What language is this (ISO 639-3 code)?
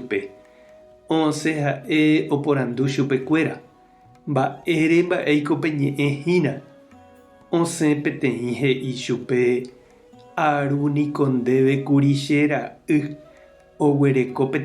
grn